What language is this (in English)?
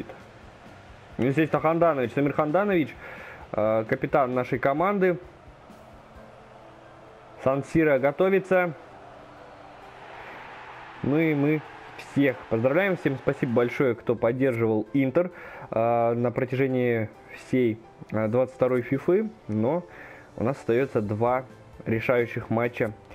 Russian